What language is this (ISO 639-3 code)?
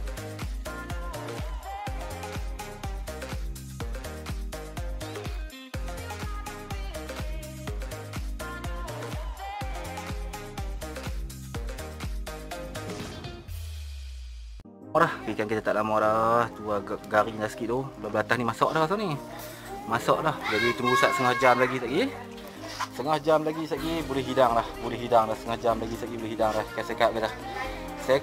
msa